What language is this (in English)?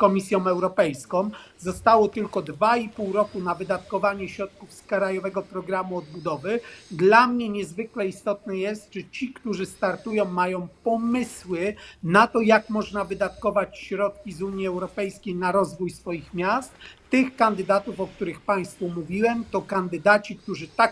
Polish